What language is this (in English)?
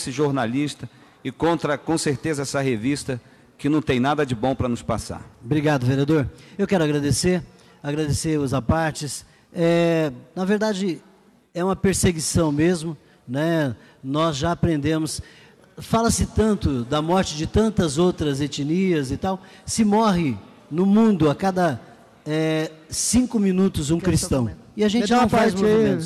Portuguese